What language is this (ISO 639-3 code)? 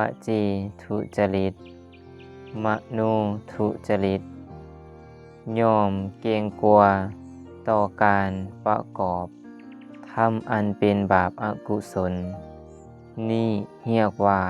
lao